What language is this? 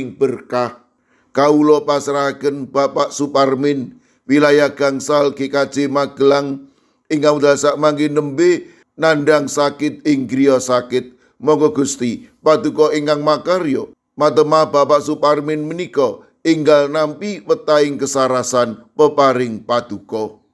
Javanese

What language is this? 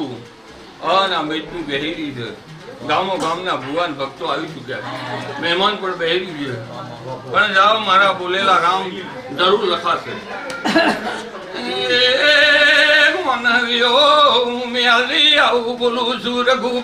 Gujarati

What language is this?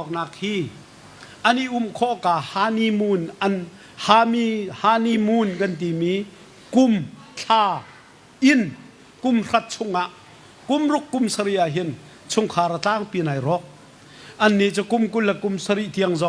Hakha Chin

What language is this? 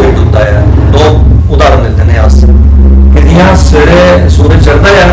Dogri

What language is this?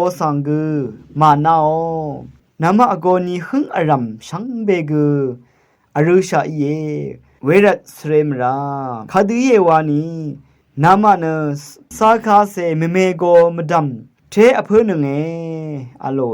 Rawang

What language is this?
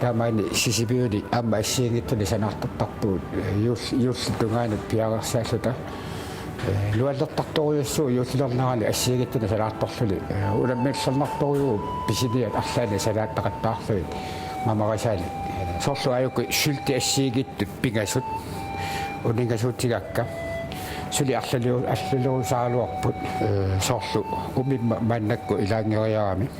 Kalaallisut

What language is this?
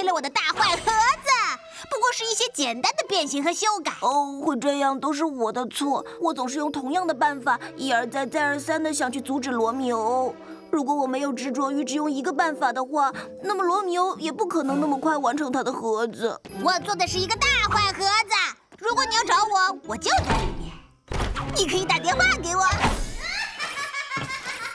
Chinese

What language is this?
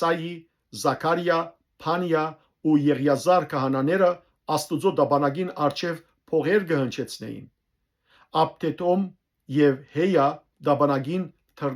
Western Armenian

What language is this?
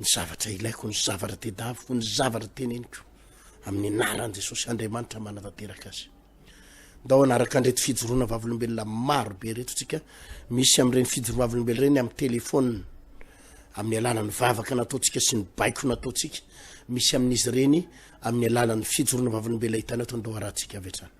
Malagasy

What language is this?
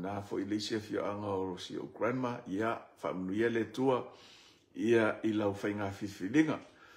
Samoan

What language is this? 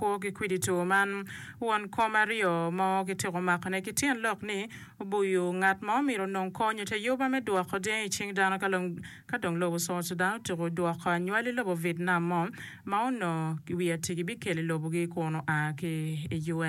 Acoli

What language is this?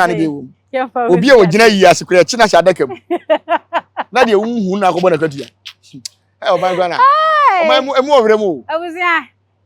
Akan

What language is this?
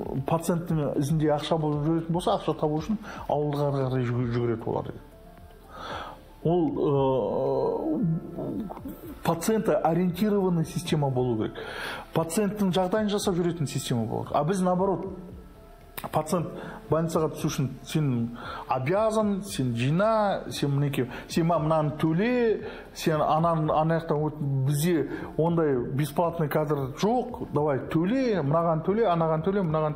Kazakh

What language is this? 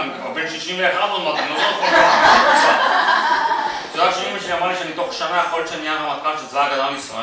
Hebrew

